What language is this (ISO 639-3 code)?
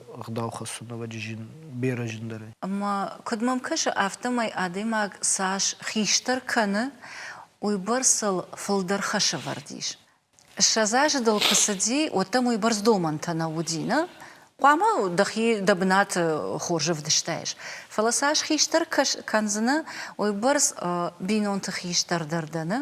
oss